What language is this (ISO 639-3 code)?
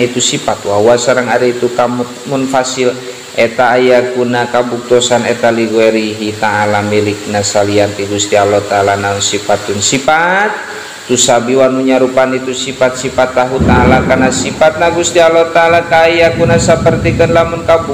sun